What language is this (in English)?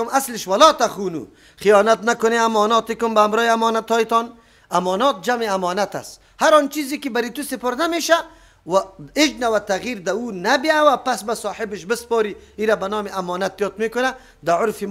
Persian